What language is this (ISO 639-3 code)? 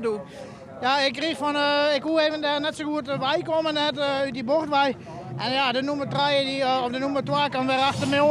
fry